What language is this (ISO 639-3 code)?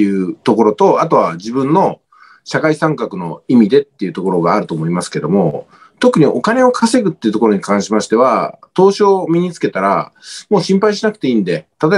jpn